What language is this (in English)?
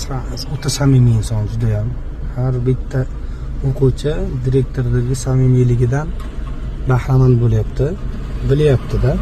Uzbek